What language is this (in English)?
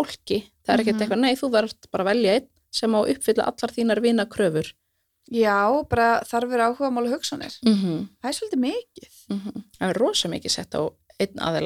Icelandic